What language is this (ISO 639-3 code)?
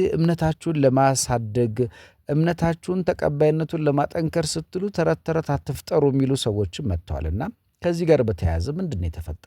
amh